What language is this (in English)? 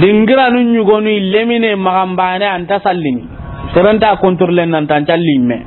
Soninke